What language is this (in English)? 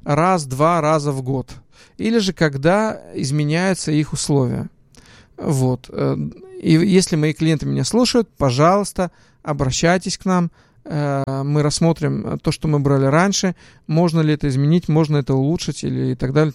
Russian